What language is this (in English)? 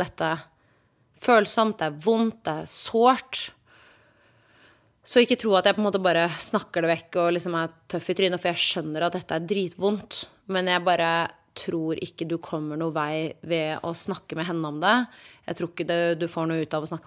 Norwegian